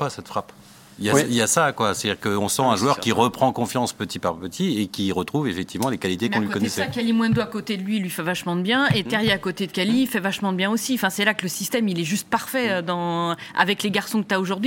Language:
French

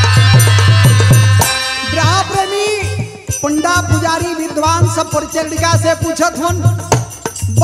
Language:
Bhojpuri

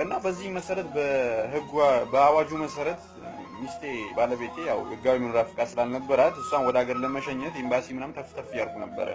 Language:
Amharic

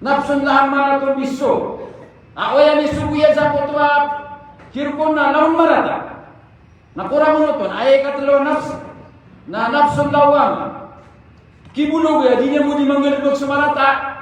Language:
Maranao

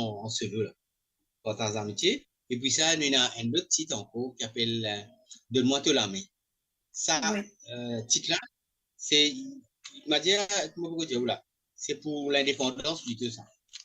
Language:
Morisyen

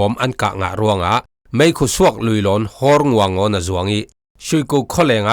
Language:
Falam Chin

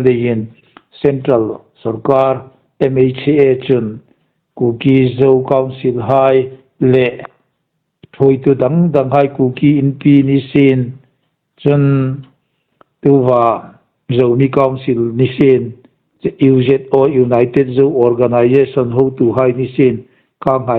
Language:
Hmar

